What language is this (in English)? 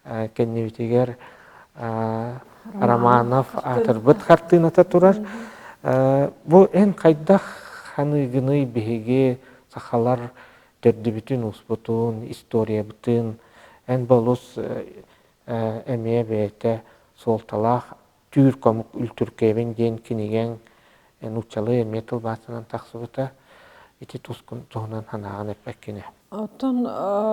Yakut